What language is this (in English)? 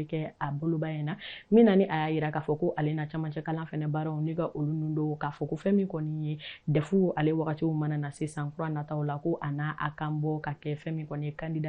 Bambara